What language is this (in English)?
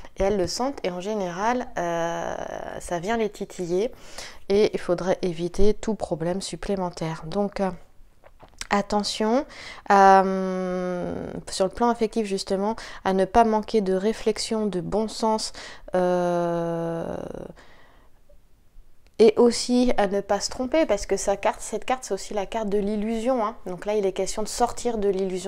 French